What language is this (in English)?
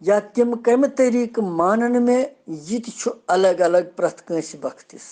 Kashmiri